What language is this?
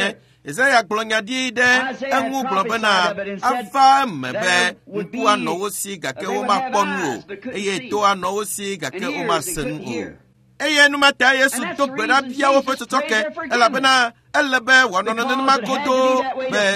Ewe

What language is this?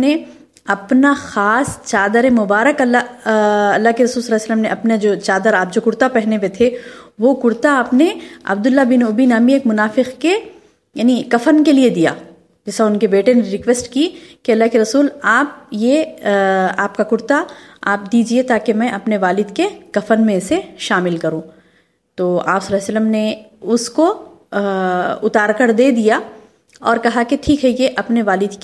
Urdu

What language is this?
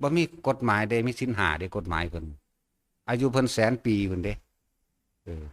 Northeastern Thai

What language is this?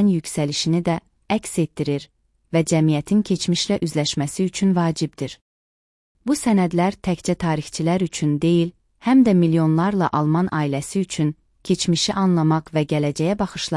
Azerbaijani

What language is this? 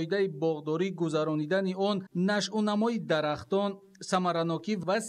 Tajik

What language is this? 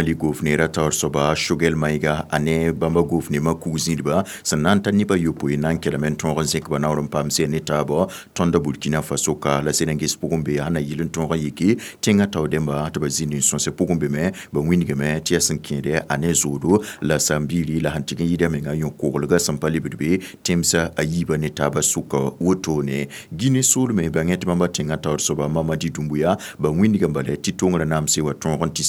Mossi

